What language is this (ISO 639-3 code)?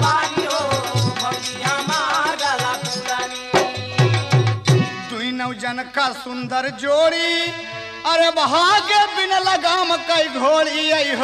bho